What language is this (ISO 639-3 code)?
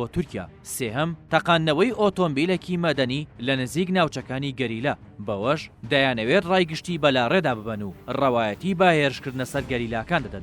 ckb